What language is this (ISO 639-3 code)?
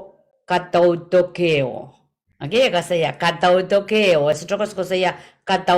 pon